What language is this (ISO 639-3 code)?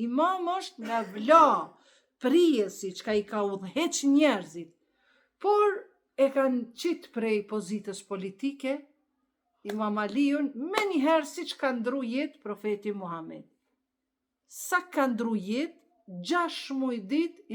sqi